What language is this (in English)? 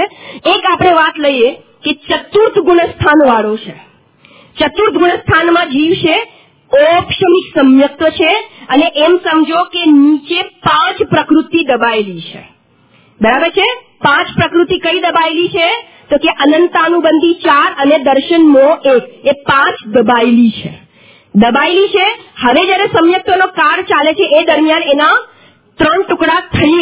Gujarati